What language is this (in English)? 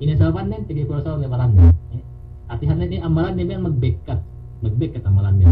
Yakan